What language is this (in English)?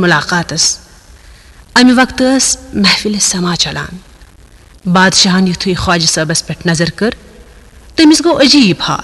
Kashmiri